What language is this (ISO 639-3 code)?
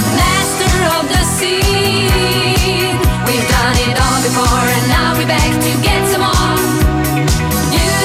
eng